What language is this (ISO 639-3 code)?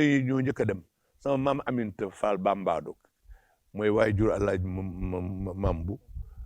wol